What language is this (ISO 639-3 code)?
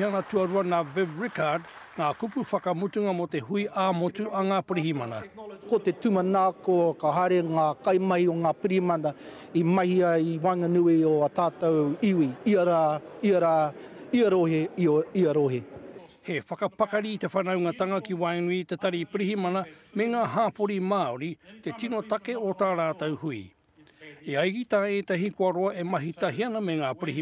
mri